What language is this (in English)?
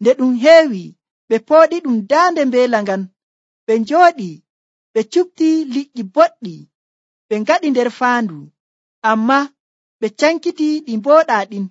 Nigerian Fulfulde